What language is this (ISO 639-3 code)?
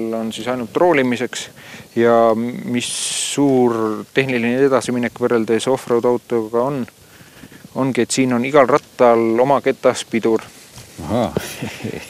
est